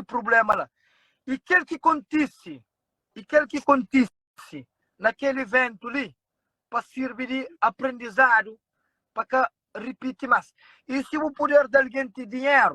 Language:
Kabuverdianu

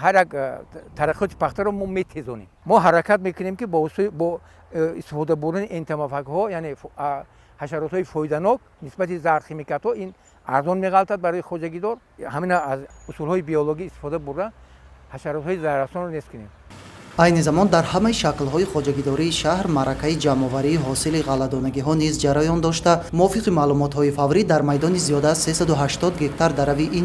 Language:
Tajik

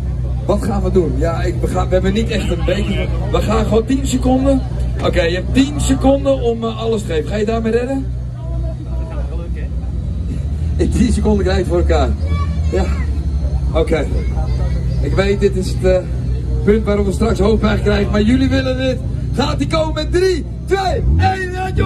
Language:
Dutch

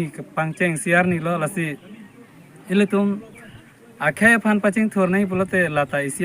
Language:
Karbi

